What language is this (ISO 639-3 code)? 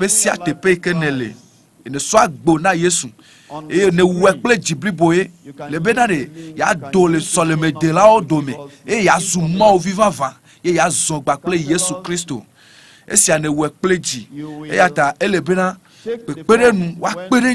ewe